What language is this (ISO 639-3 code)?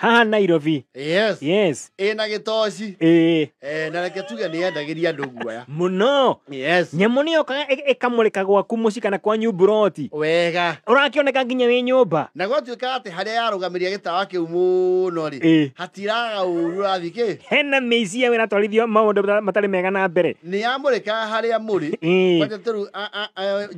kik